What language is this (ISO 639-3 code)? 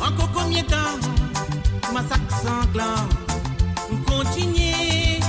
mfe